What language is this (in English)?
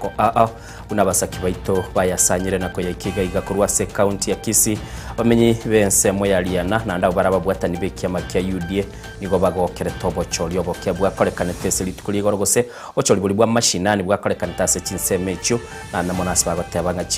Gusii